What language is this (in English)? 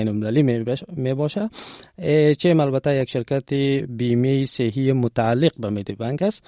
Tajik